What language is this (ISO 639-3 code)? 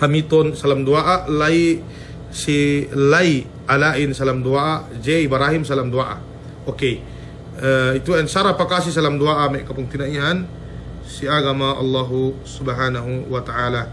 yka